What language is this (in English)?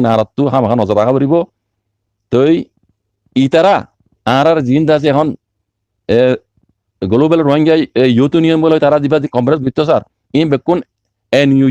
Rohingya